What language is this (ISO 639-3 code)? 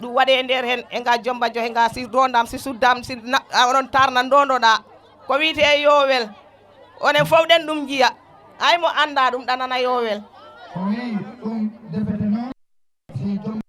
ful